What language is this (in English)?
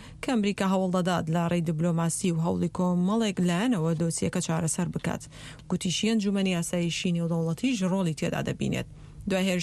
Central Kurdish